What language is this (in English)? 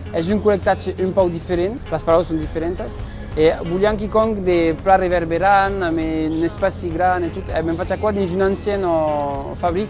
Occitan